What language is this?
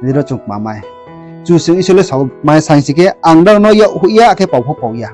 Riang (India)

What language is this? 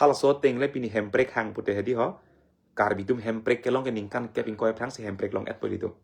Karbi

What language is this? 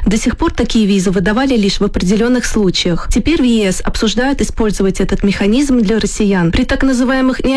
Russian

